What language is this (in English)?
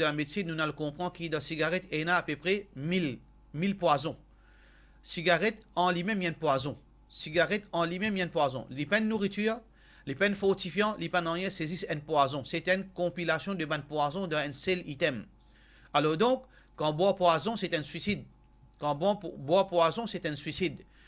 Morisyen